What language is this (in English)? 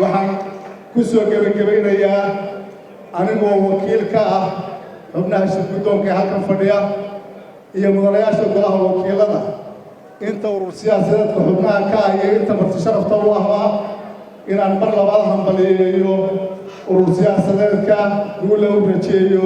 Somali